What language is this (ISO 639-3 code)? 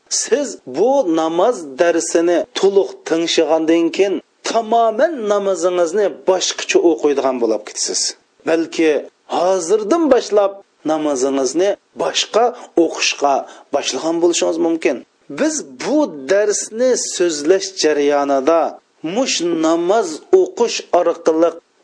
uig